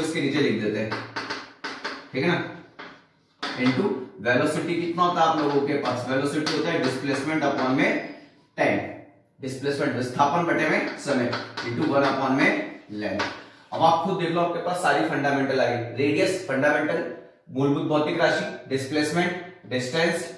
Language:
Hindi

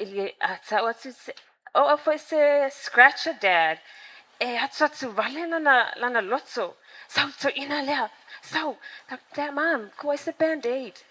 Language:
Samoan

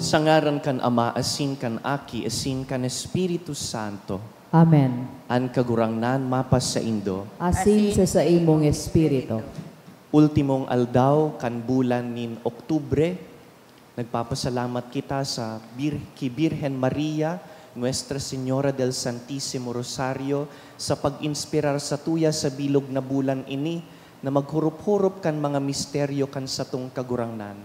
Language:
Bikol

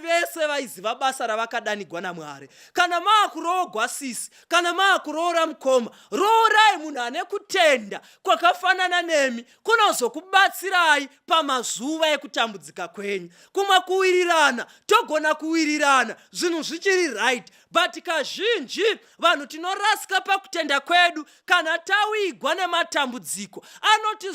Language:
Shona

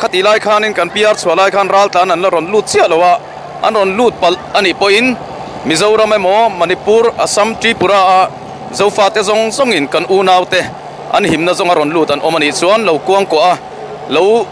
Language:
Mizo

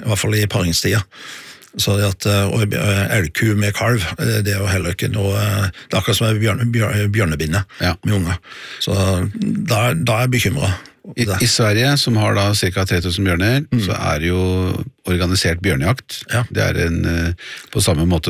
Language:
Norwegian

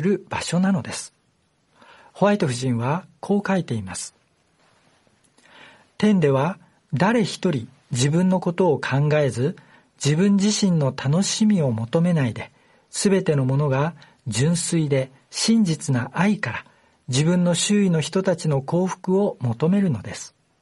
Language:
Japanese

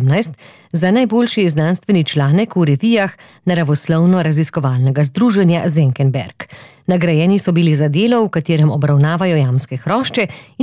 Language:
Slovenian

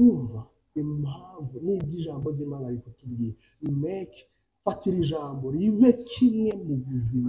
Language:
Kinyarwanda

